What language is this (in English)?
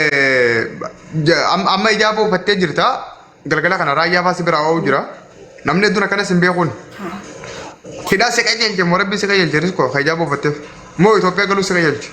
Oromo